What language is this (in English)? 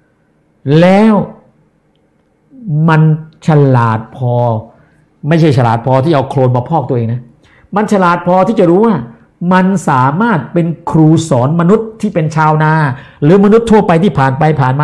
Thai